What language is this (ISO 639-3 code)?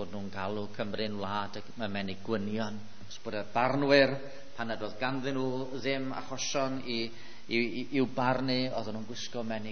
cym